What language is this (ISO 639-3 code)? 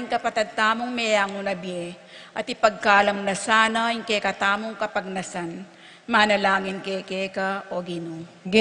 pam